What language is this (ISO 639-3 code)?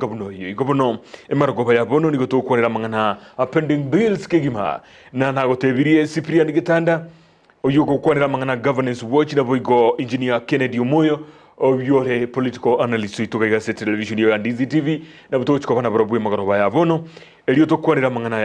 guz